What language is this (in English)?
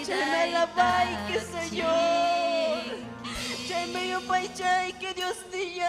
Ayacucho Quechua